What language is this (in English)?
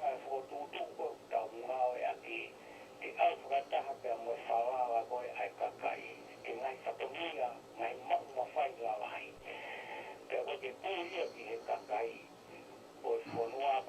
Tongan